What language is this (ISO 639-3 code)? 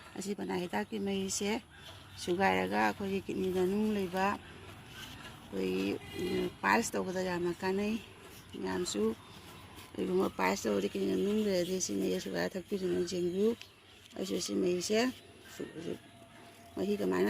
mni